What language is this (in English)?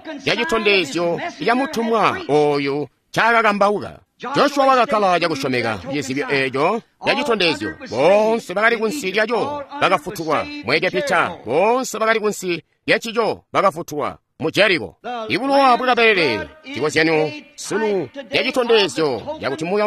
Tonga (Zambia)